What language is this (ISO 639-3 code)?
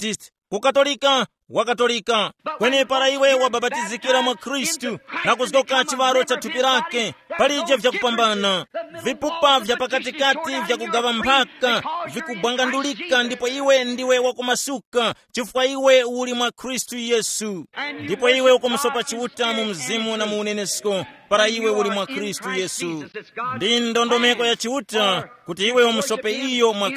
tum